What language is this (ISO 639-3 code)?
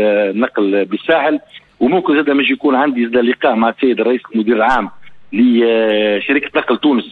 aeb